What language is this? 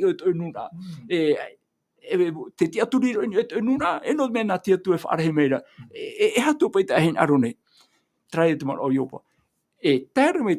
Tahitian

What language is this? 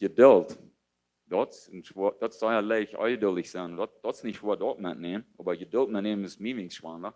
Plautdietsch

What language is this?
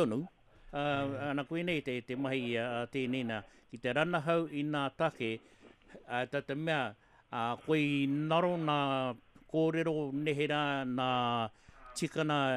Māori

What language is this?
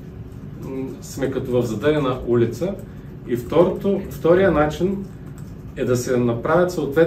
Bulgarian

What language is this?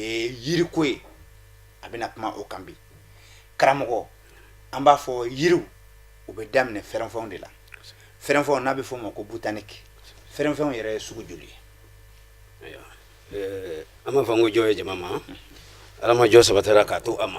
Bambara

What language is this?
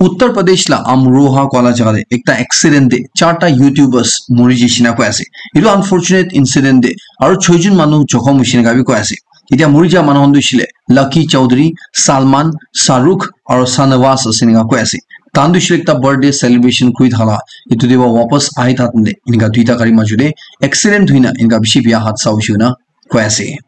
Naga Pidgin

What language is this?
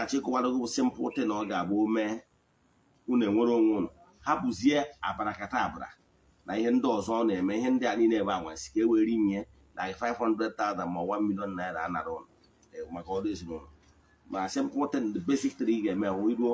Igbo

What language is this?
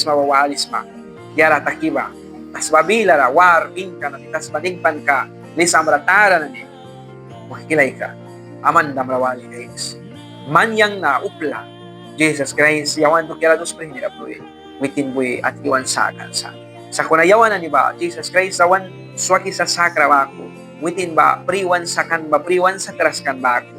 Mískito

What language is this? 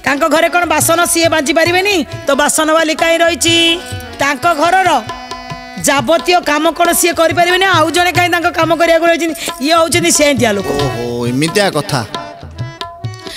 Odia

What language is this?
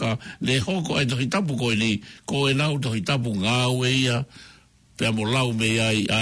Tongan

